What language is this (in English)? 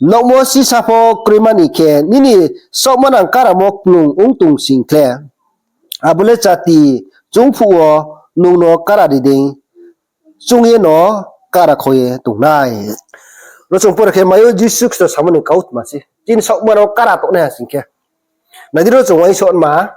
Riang (India)